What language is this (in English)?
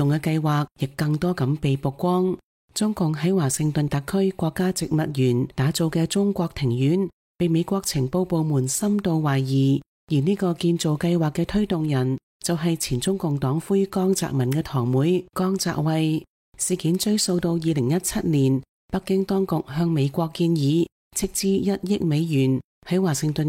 Cantonese